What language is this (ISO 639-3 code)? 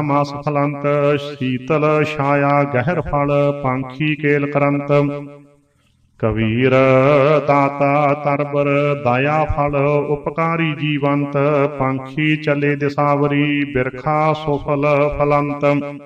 pan